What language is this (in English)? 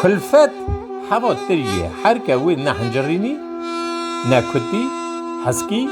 Kurdish